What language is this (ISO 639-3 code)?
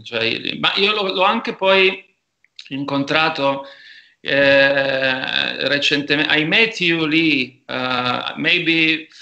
ita